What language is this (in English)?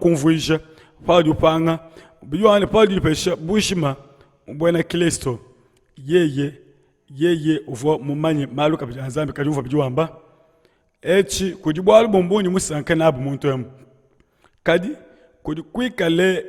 Luba-Lulua